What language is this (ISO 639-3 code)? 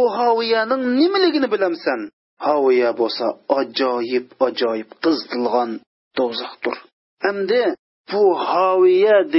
uig